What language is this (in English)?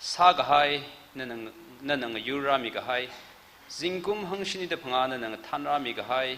Tangkhul Naga (India)